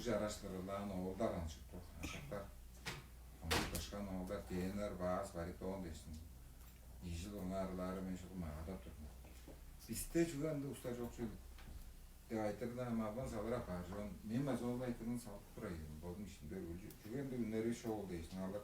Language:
Tuvinian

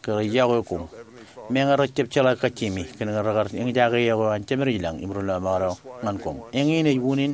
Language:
Marshallese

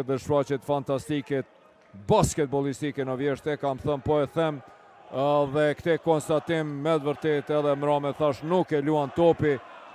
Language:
Albanian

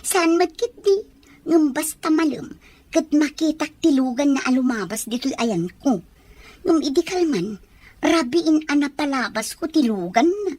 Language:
Iloko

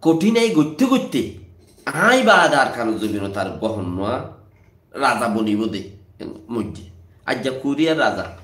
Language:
Rohingya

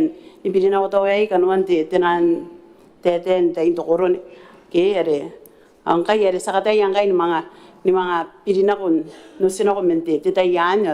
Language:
Gilbertese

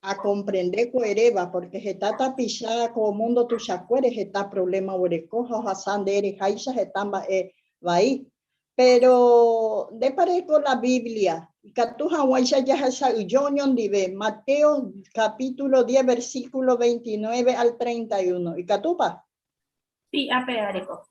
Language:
Guarani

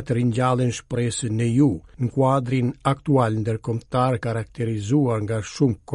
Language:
Albanian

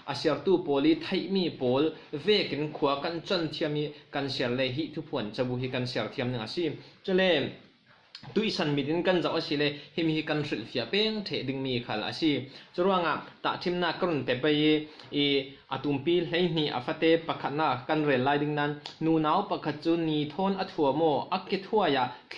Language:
Falam Chin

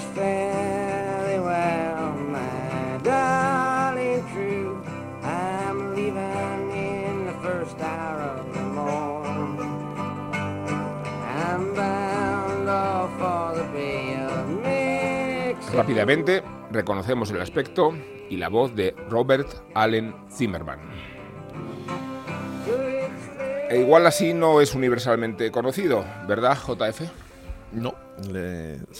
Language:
Spanish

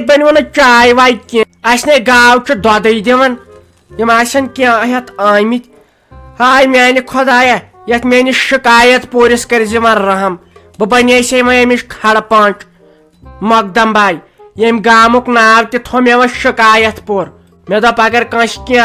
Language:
Kashmiri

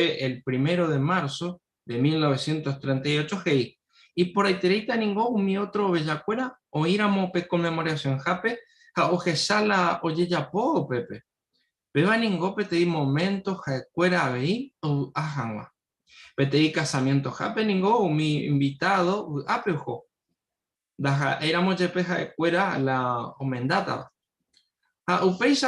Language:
Guarani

